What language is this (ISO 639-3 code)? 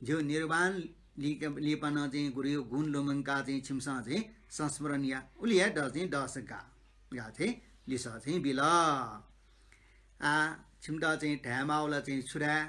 new